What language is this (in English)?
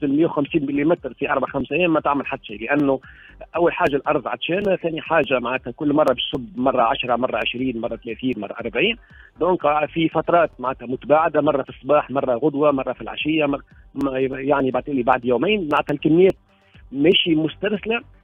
Tunisian Arabic